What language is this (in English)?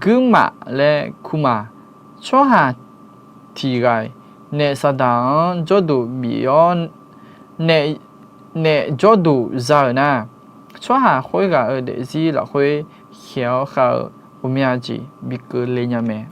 Akha